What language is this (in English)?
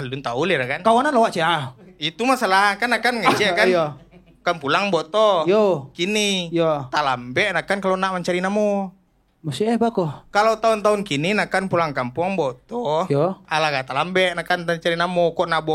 Minangkabau